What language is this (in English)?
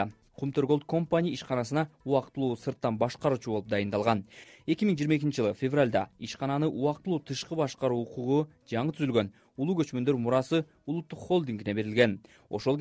Kyrgyz